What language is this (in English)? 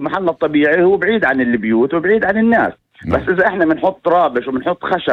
North Levantine Arabic